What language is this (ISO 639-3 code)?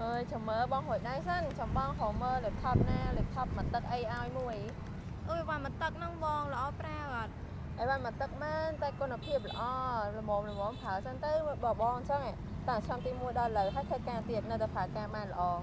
khm